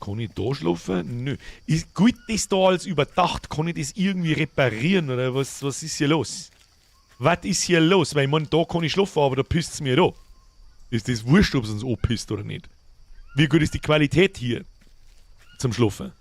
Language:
Bavarian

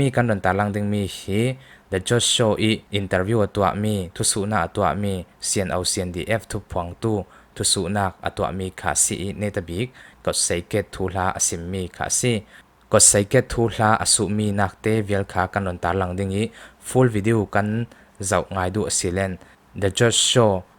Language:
Hakha Chin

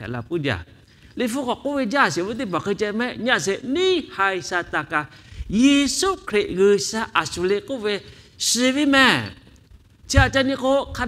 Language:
Lahu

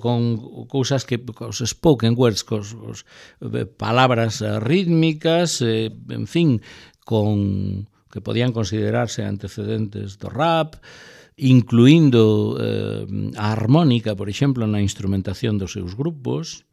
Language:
Galician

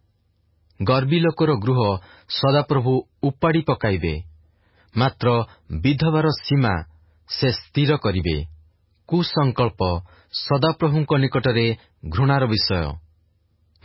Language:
Odia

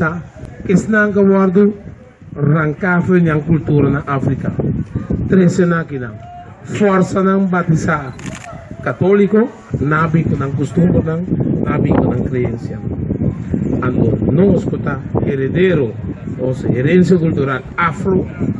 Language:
Papiamento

